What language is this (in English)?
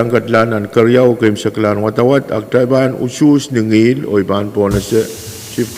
Pohnpeian